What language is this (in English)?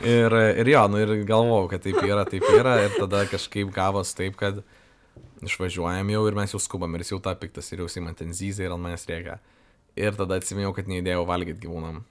Lithuanian